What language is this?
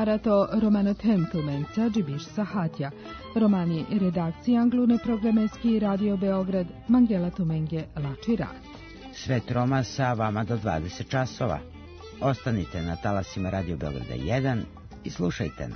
Serbian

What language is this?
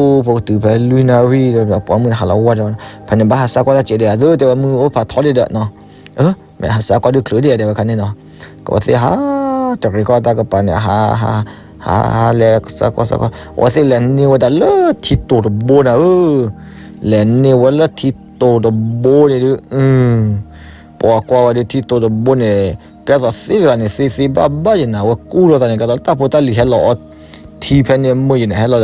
S'gaw Karen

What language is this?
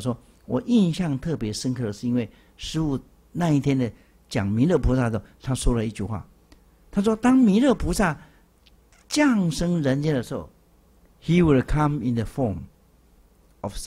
Chinese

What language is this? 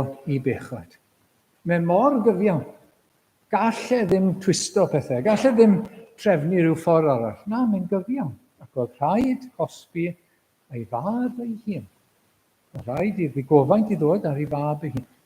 Welsh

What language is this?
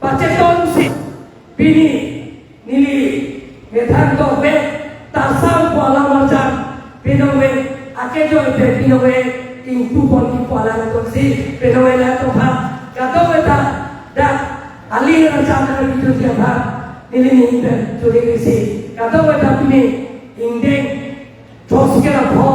Karbi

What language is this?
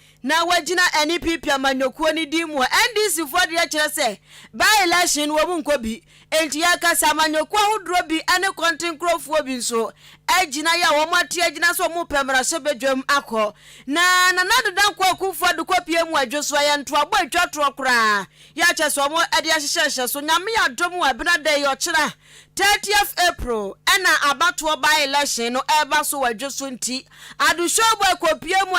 Akan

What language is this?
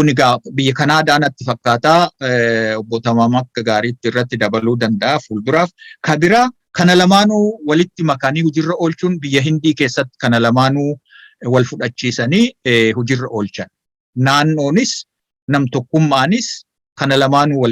Oromo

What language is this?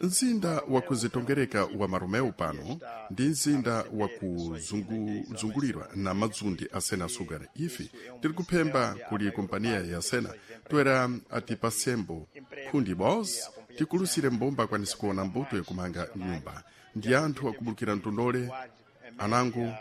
Sena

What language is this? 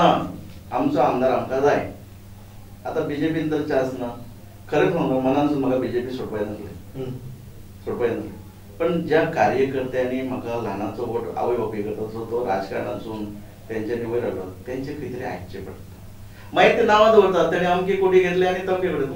Konkani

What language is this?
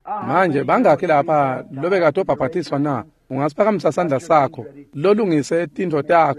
Swati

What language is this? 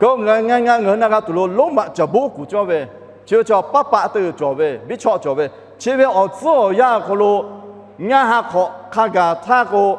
Lahu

